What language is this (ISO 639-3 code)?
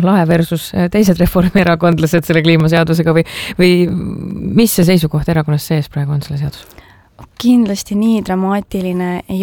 est